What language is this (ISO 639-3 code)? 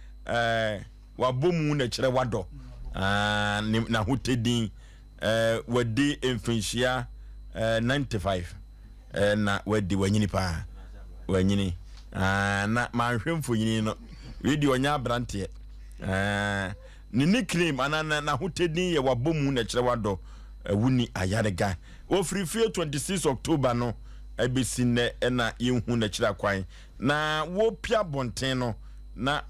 aka